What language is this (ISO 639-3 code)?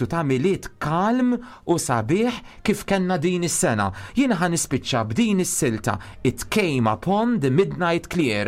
mlt